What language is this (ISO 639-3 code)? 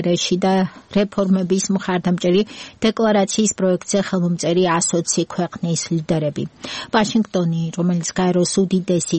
kat